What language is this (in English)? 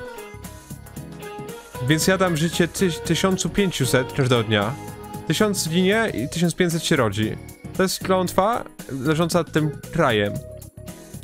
Polish